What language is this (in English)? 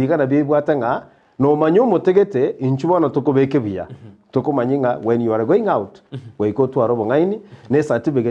Gusii